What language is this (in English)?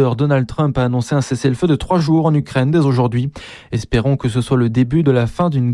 French